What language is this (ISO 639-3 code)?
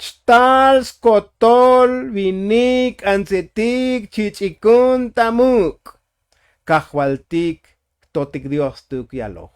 tzo